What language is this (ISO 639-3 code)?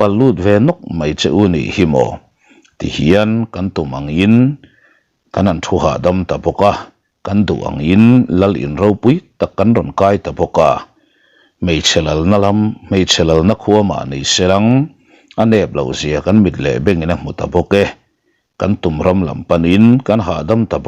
lus